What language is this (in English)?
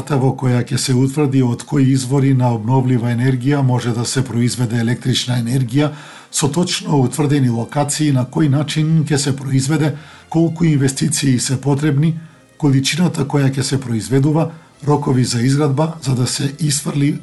Macedonian